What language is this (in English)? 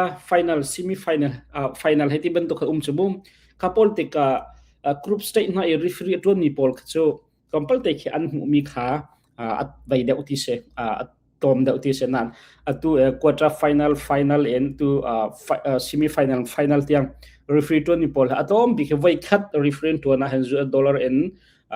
Hakha Chin